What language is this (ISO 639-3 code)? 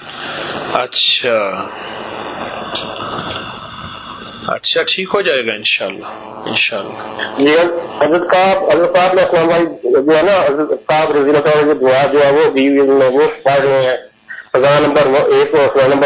urd